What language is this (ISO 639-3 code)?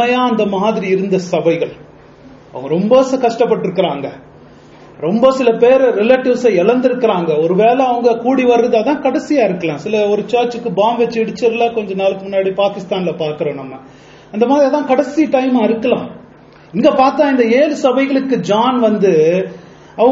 tam